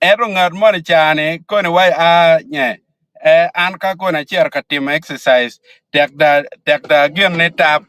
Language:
Acoli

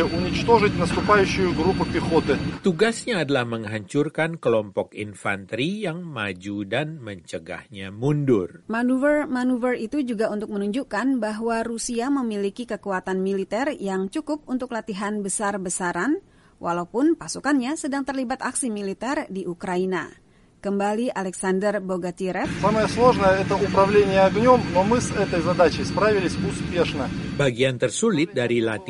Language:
Indonesian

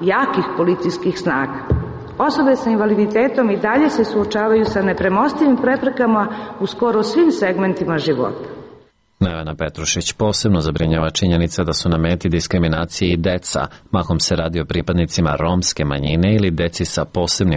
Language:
Serbian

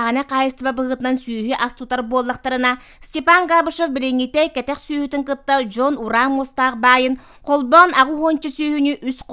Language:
Yakut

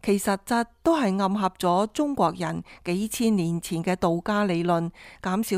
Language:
Cantonese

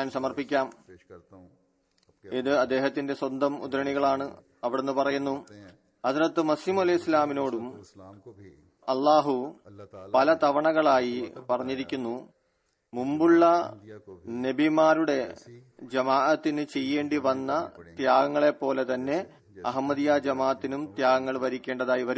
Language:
Malayalam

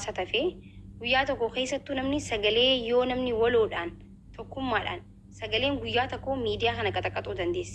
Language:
Oromo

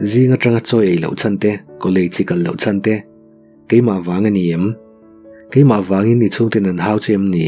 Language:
Mizo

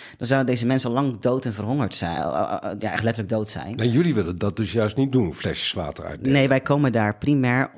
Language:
Dutch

